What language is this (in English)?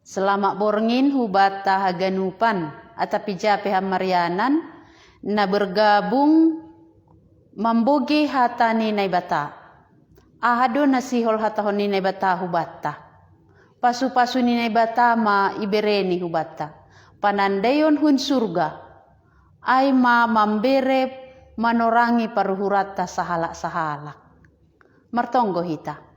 Batak Simalungun